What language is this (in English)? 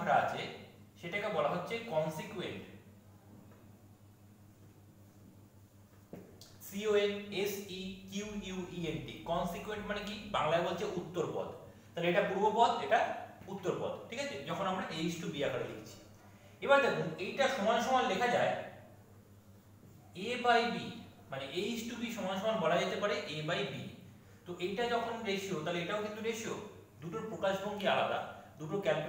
Bangla